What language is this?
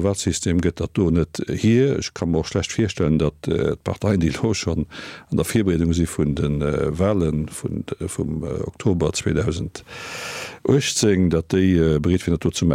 Luxembourgish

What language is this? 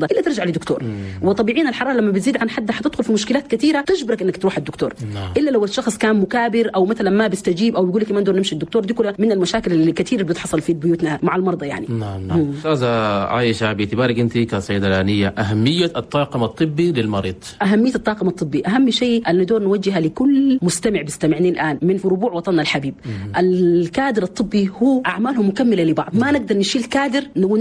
Chadian Arabic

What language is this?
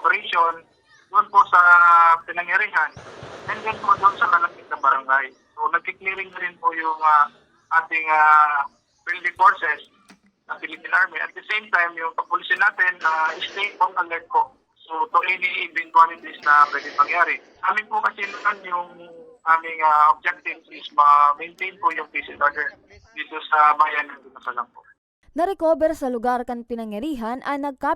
Bikol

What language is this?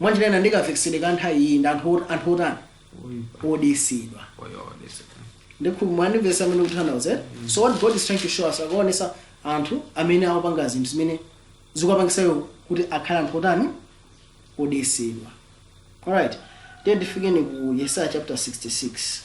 Nyanja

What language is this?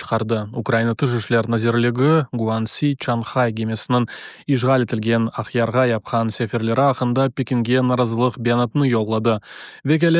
Crimean Tatar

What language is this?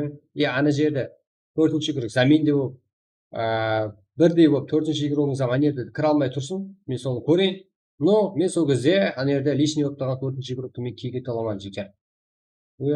Kara-Kalpak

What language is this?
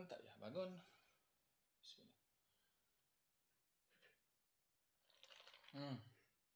Malay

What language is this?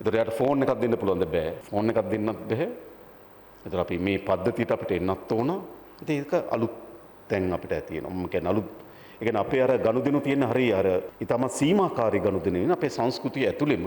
Sinhala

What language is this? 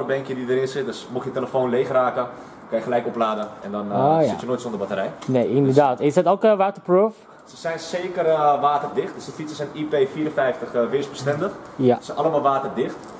Dutch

